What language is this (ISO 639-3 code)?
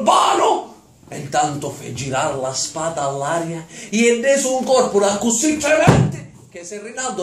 scn